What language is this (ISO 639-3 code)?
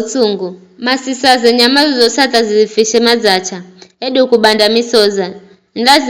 nyf